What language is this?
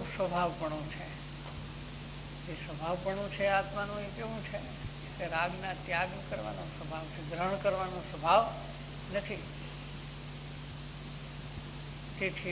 Gujarati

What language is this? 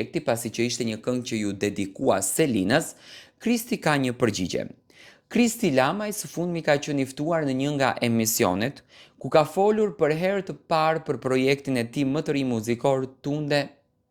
Albanian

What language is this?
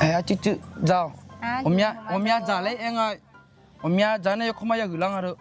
Akha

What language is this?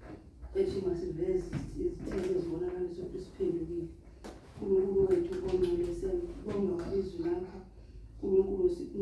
Zulu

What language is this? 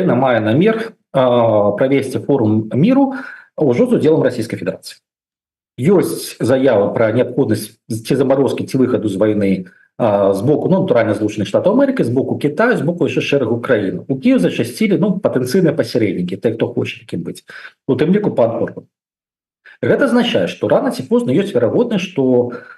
Belarusian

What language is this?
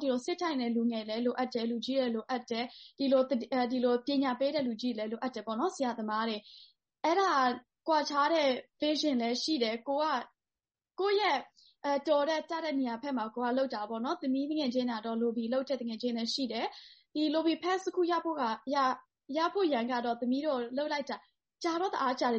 Burmese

